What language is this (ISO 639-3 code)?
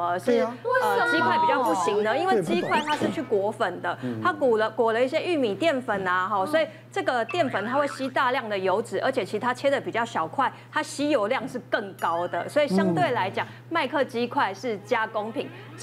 zho